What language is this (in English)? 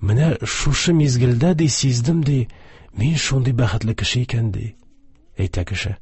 Tatar